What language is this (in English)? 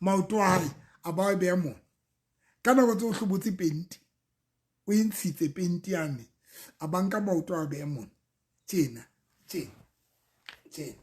Southern Sotho